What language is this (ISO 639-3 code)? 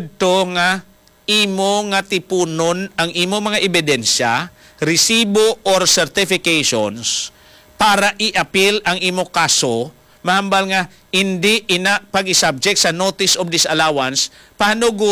hil